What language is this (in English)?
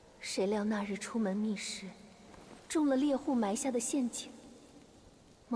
Chinese